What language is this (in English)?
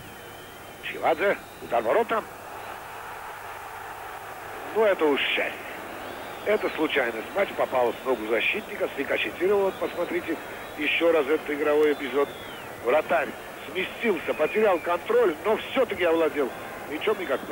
Russian